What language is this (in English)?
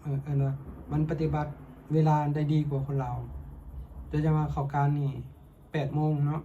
Lao